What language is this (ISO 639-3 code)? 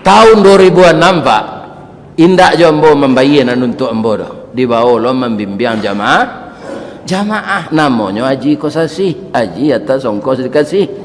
min